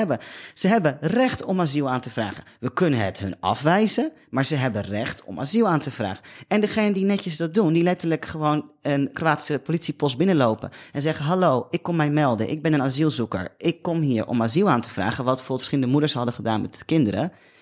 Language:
Dutch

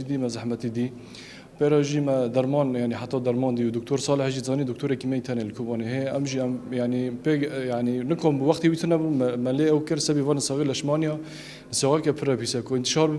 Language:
Kurdish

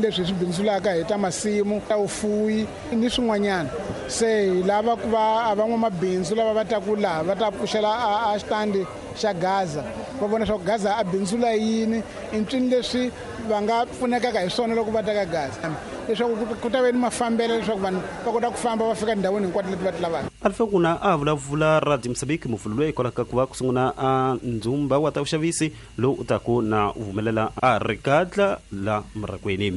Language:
Tsonga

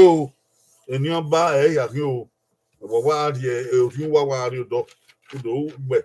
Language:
Bini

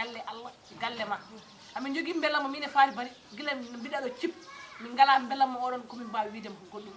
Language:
Fula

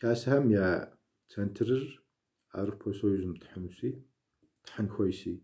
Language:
Kabardian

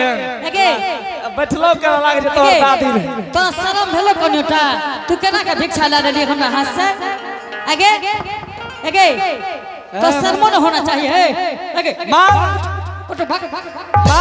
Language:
Angika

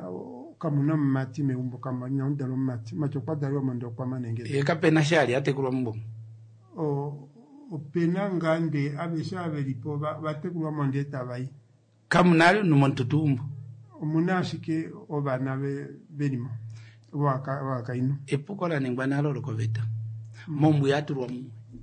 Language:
Kuanyama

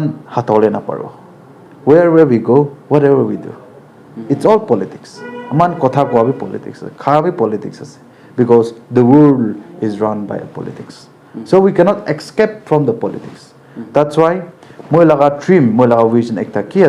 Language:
Naga Pidgin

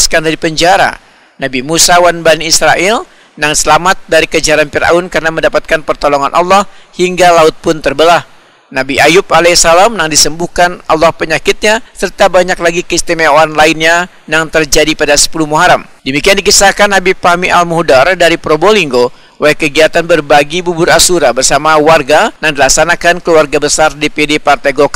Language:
Banjar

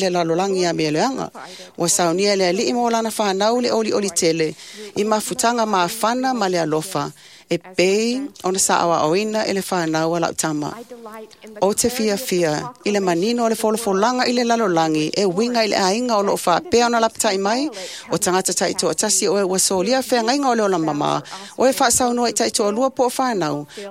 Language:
Samoan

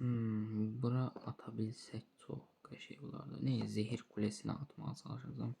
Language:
Azerbaijani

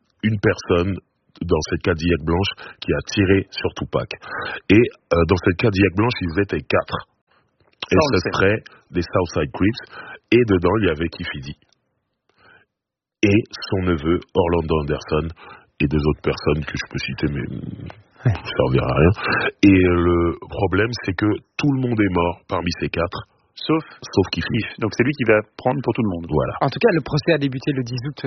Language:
French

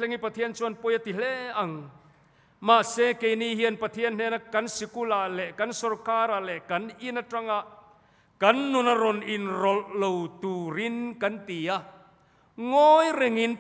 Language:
Mizo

